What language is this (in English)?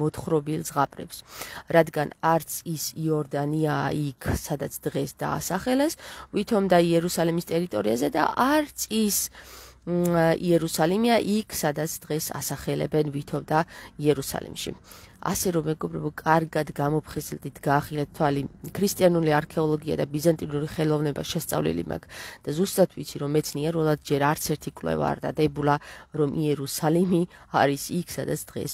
Georgian